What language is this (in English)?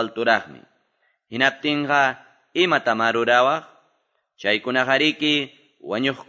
Quechua